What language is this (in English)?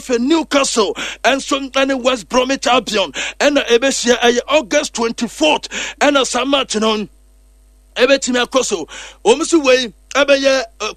Akan